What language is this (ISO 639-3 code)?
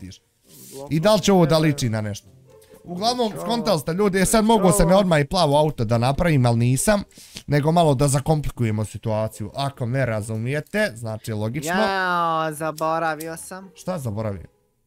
bos